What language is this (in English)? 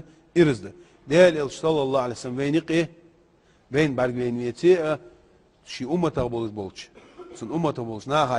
Chechen